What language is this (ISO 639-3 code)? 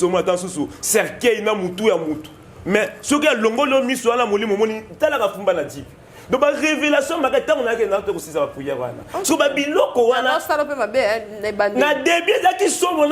lin